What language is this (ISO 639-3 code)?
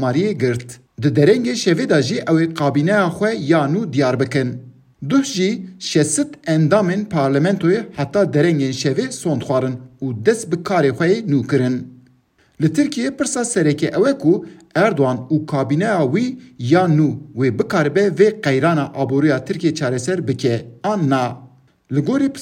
kur